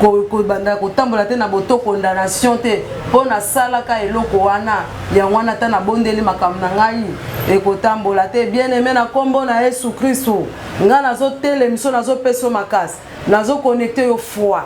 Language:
Lingala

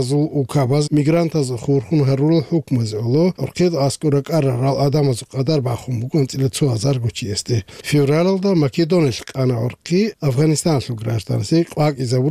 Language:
Avaric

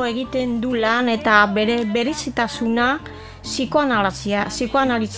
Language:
Basque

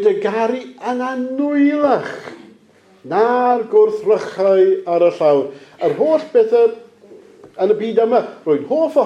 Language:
Welsh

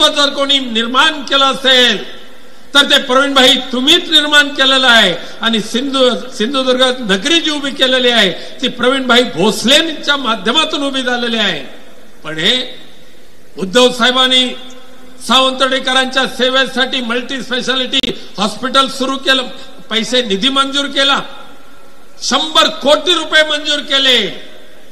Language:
Marathi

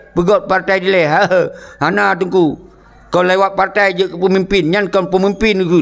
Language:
Achinese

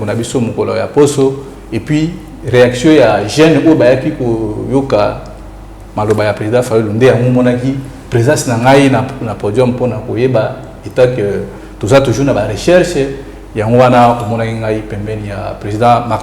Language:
Lingala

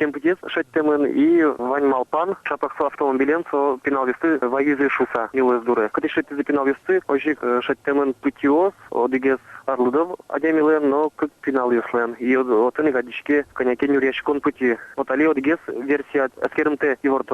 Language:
Udmurt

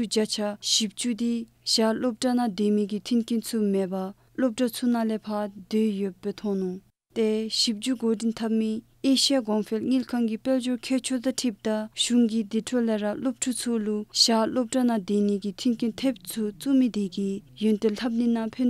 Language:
Dzongkha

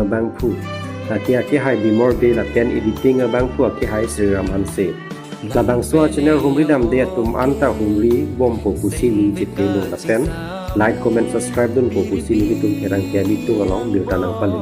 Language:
Karbi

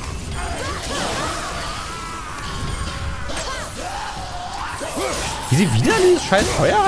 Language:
German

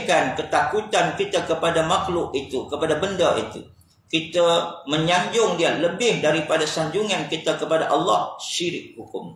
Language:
Malay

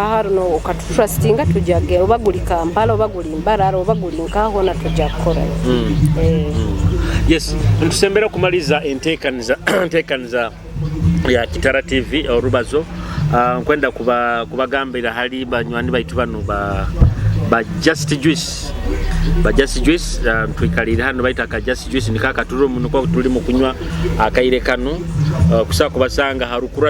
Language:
Nyoro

